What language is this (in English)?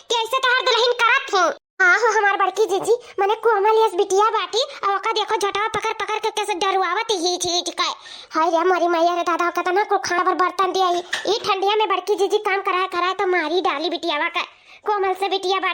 Awadhi